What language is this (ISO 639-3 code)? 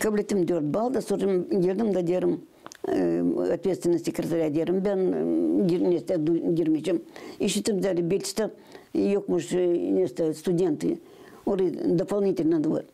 gag